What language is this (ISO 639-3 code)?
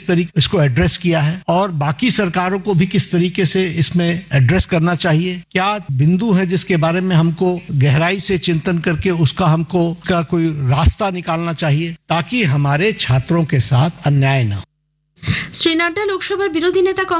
ben